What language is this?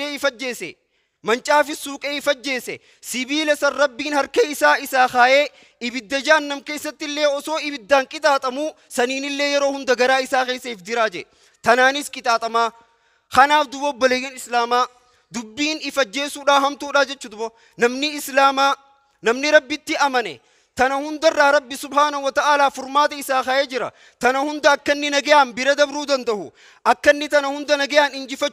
Oromo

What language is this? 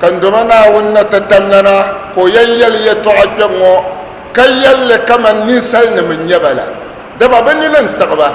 Dagbani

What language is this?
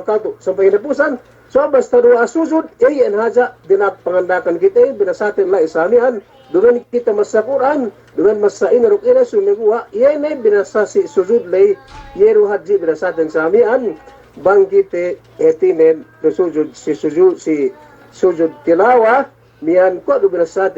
Yakan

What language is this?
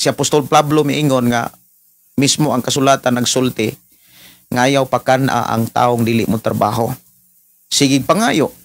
Cebuano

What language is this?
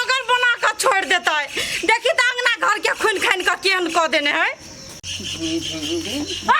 Maithili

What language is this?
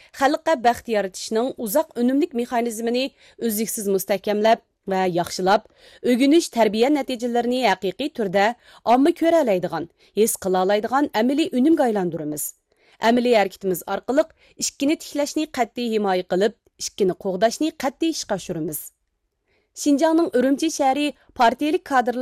Uyghur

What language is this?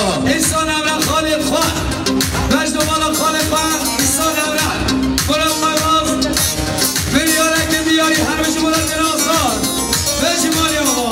Kurdish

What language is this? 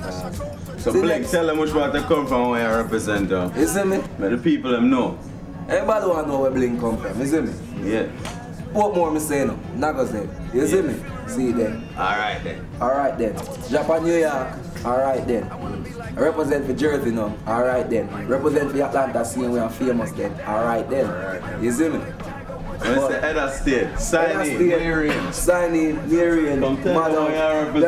Jamaican Creole English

